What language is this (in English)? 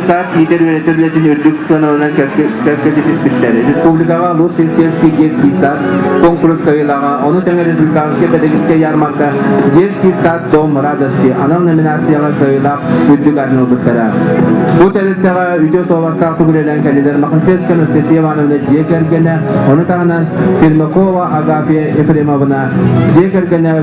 Yakut